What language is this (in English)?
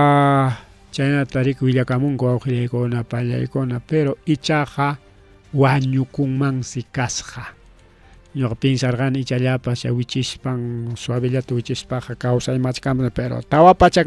Ayacucho Quechua